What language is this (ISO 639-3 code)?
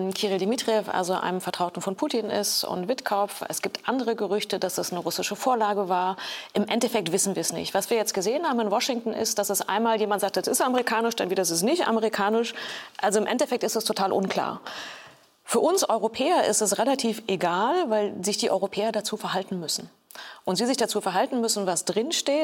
deu